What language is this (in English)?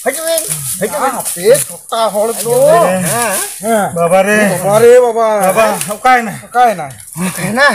Santali